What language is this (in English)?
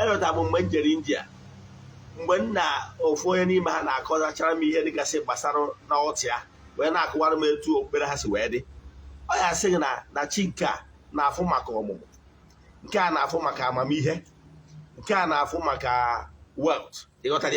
Igbo